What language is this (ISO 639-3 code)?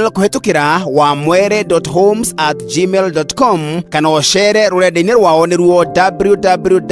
kik